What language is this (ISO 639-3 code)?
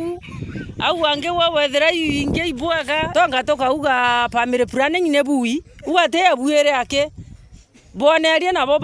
mer